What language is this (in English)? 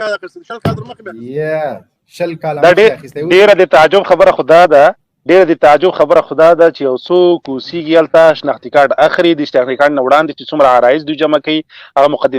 Pashto